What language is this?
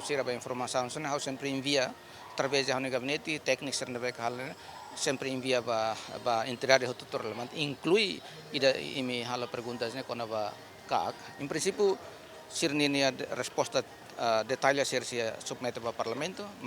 Tetum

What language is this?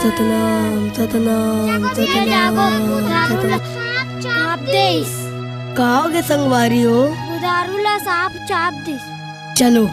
Chhattisgarhi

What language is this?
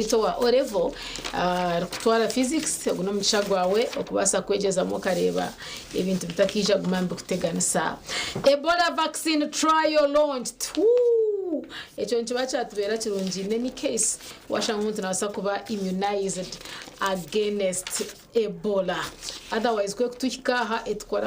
Nyankole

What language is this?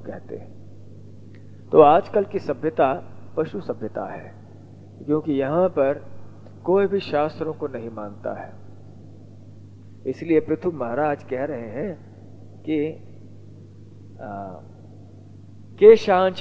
Hindi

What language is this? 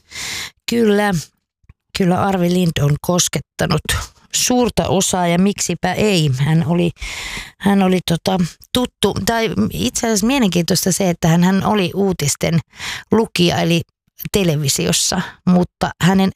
Finnish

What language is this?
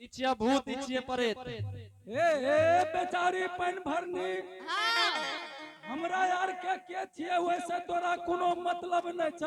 Angika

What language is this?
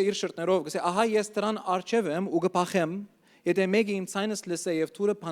Western Armenian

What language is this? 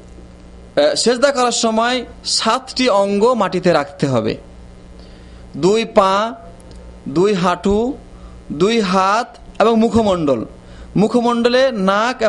Bangla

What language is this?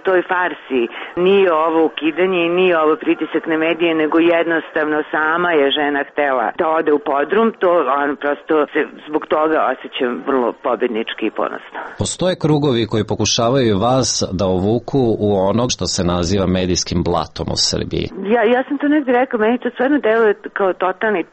Serbian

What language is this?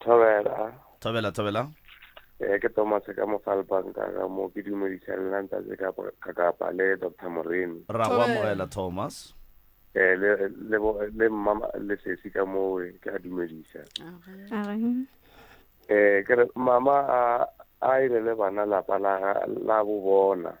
Northern Sotho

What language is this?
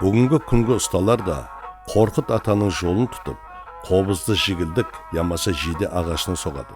Kara-Kalpak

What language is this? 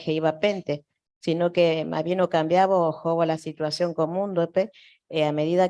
Guarani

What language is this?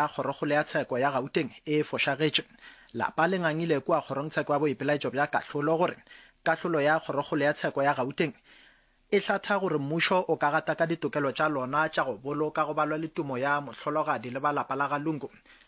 Northern Sotho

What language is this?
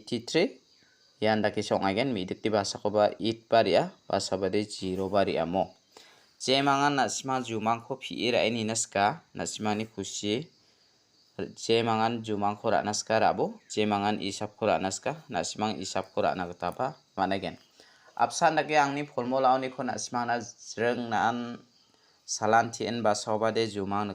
Garo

